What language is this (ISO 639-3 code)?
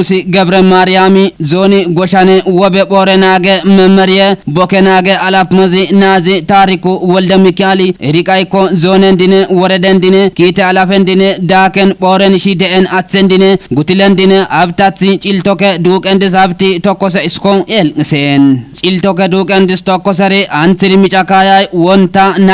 kbr